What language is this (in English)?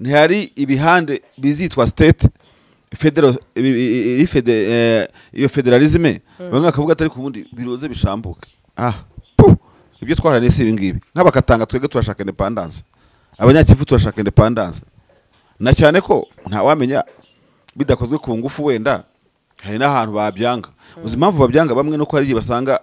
Kinyarwanda